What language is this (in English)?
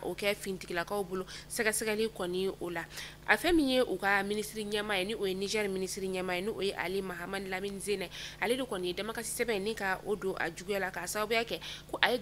Bambara